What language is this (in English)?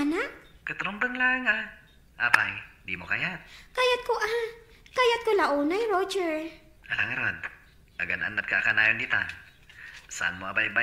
Iloko